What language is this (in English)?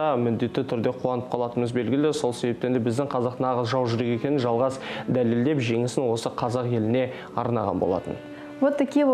Kazakh